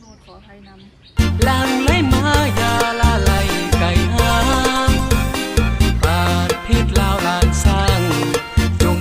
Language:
Lao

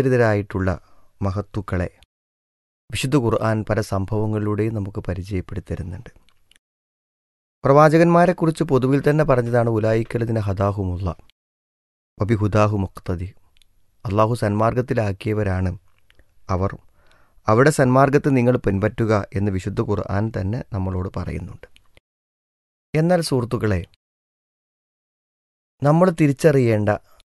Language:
Malayalam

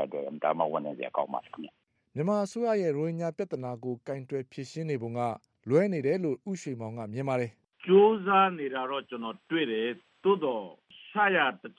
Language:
Burmese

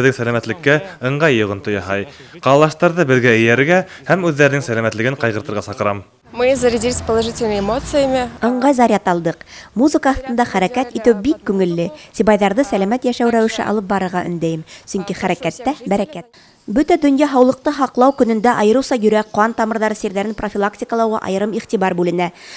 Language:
Bashkir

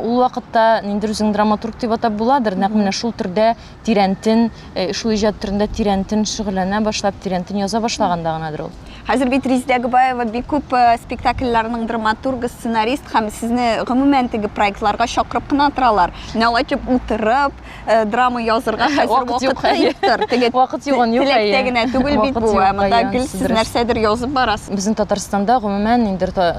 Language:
Tatar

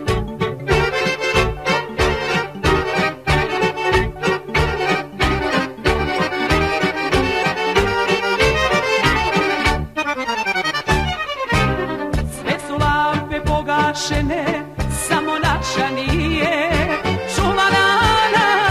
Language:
Serbian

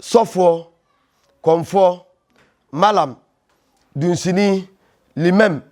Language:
Akan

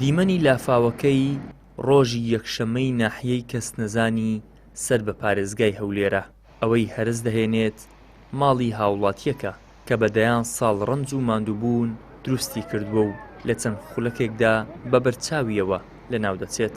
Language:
Central Kurdish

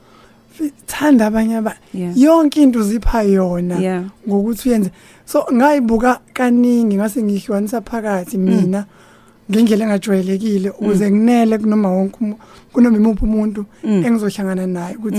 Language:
Zulu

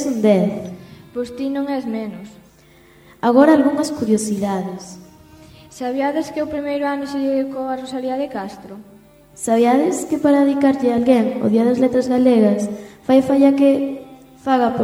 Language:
Galician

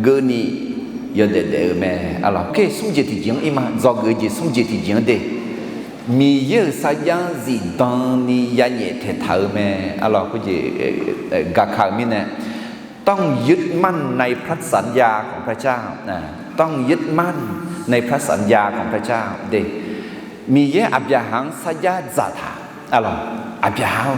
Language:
Akha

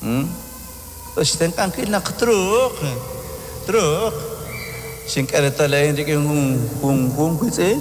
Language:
Kekchí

